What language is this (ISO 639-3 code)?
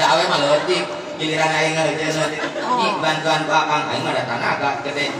sun